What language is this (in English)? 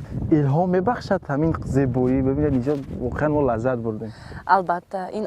Tajik